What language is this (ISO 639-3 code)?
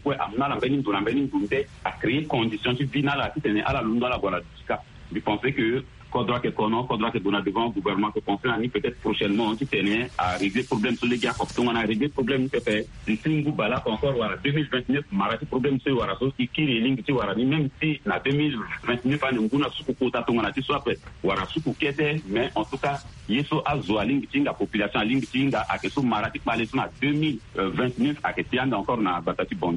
sag